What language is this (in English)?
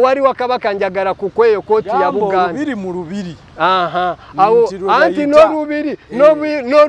Ganda